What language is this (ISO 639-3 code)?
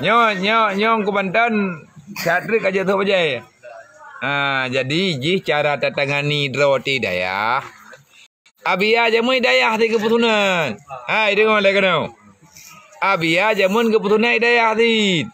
ace